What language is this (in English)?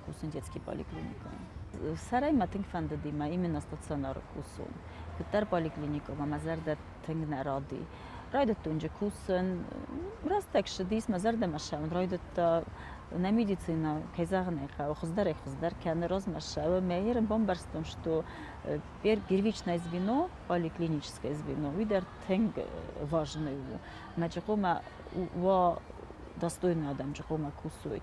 Ossetic